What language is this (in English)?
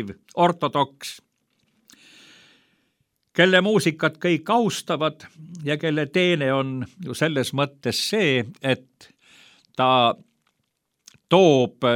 Estonian